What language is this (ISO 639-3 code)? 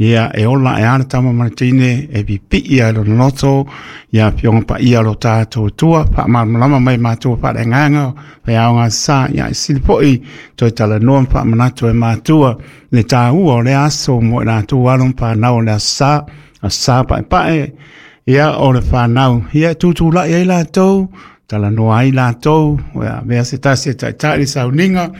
smo